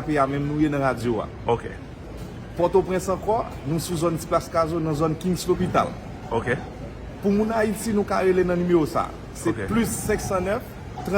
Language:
Haitian Creole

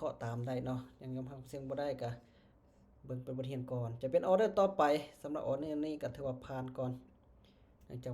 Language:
Lao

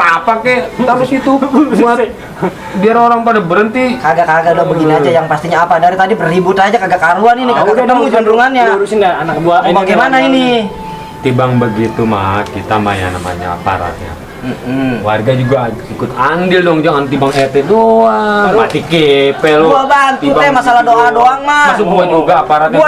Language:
Betawi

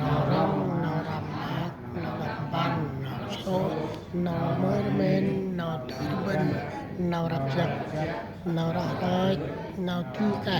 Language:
Central Mnong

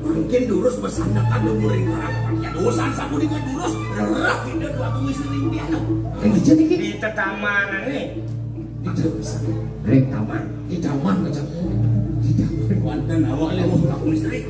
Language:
Balinese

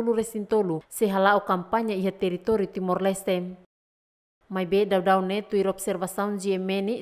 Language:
Tetum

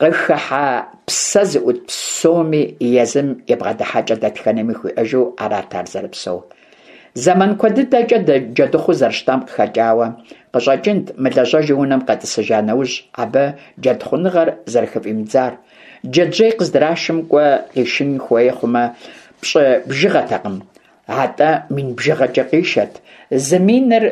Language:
Kabardian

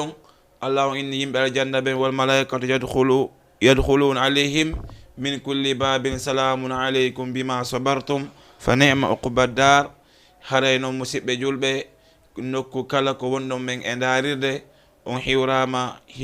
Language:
Fula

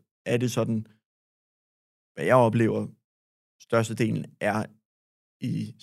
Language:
Danish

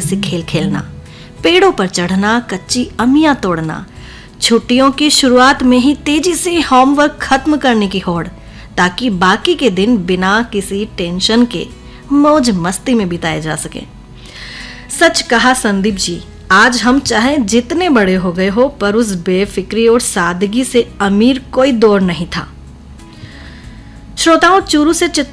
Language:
Hindi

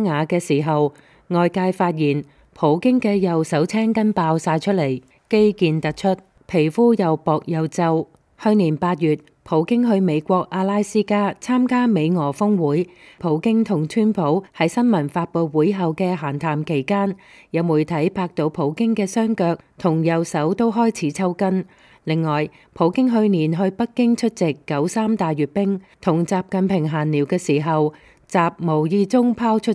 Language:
Cantonese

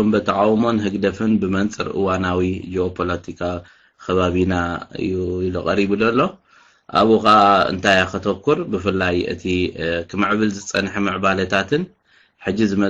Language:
Tigrinya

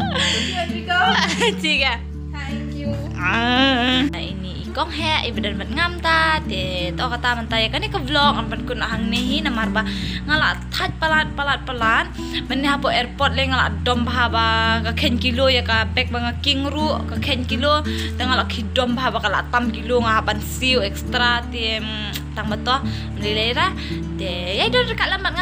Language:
Khasi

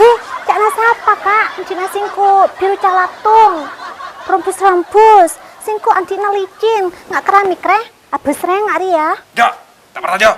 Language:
Madurese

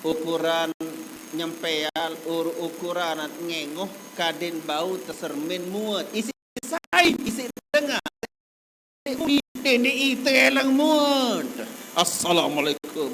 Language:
Sasak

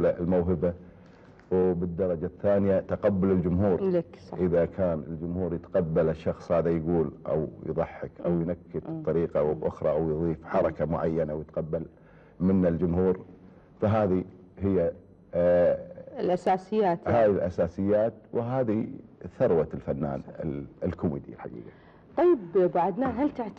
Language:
Gulf Arabic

